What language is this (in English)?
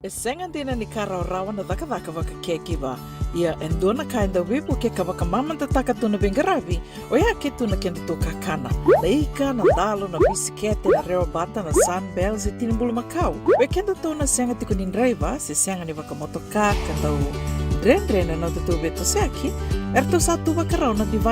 Fijian